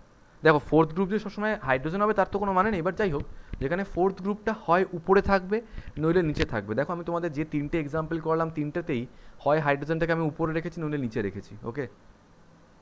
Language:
Bangla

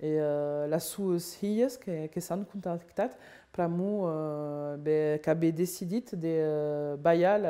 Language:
Occitan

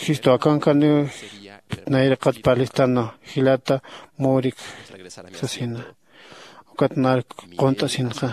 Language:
Aymara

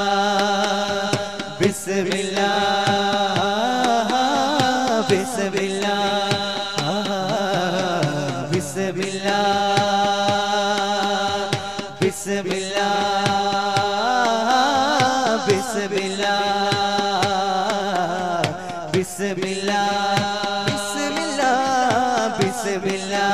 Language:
Malayalam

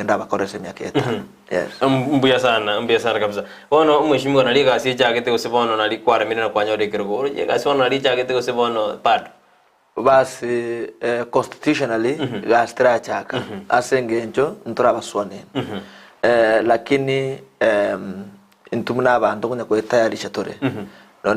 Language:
Gusii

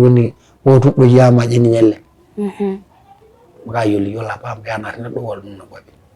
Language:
Masai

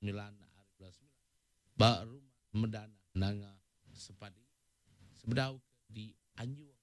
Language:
Iban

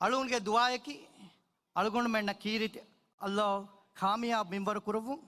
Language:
Divehi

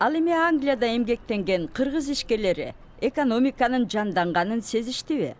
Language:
Kyrgyz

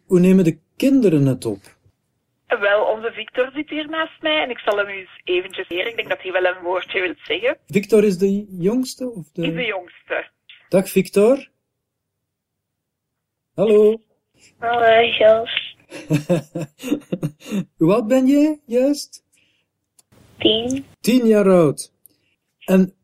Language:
Dutch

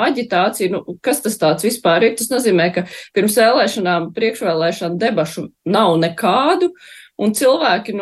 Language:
Latvian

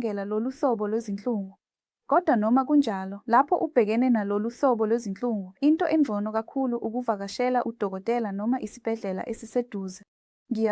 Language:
Zulu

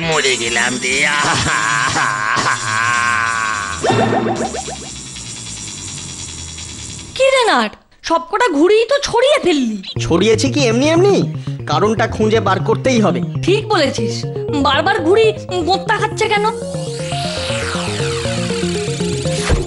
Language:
Bangla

